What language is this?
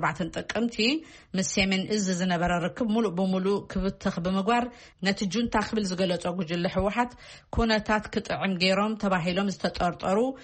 Tigrinya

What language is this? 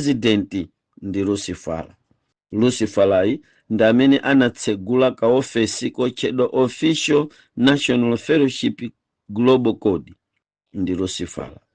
Nyanja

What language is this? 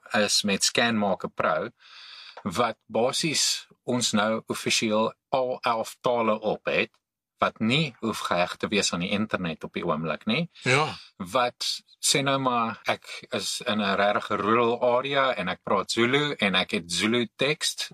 Afrikaans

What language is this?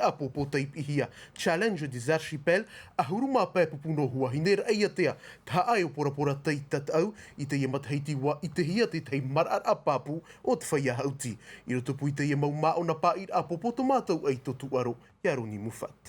Tahitian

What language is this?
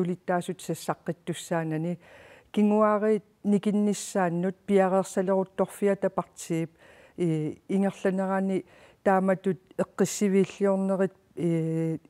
Kalaallisut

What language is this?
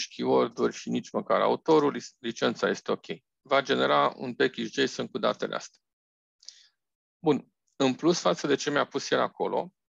Romanian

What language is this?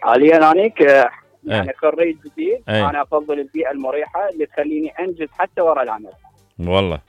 Mesopotamian Arabic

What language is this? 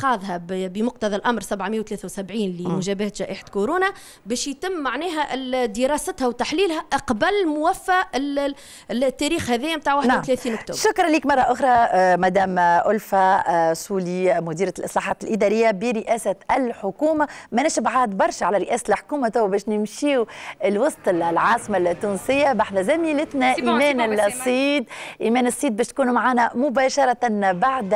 Tunisian Arabic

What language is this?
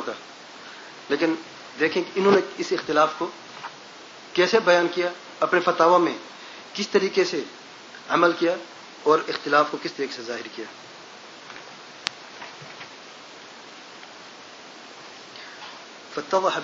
Urdu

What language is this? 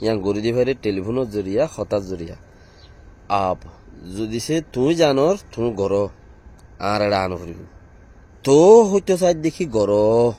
Rohingya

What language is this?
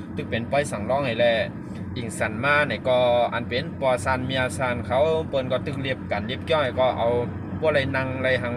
Shan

